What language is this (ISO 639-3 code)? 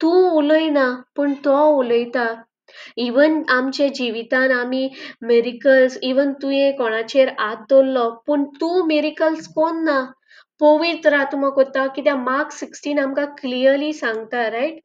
kok